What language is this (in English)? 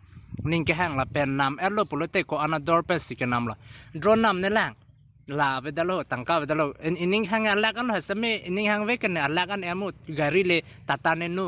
Karbi